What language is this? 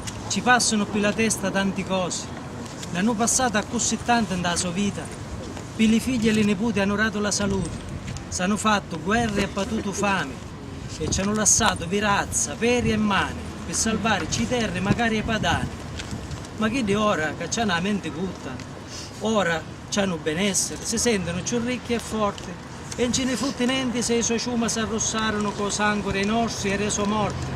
Sicilian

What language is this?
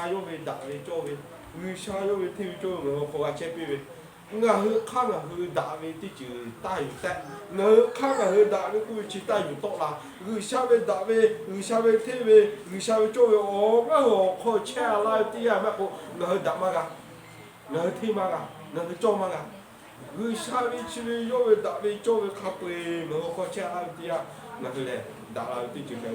Lahu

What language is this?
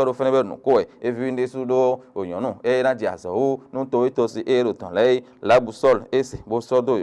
Fon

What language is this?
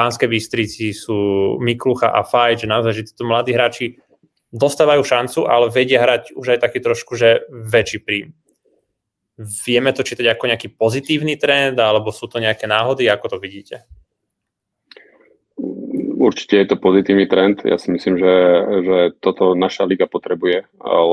Slovak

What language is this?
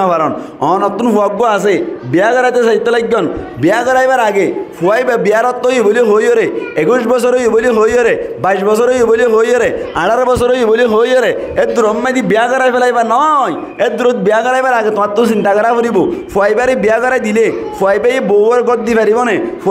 Rohingya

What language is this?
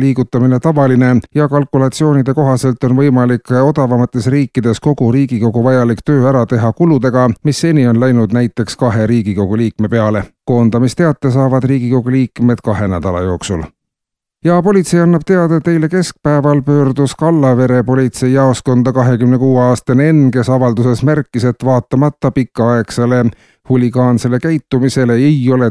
Estonian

